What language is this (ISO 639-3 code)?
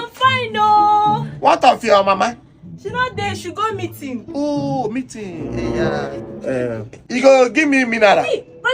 pcm